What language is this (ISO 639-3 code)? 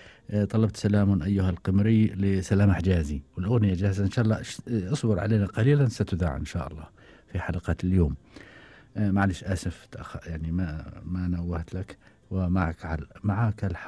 afb